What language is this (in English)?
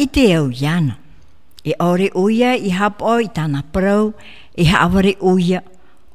Tahitian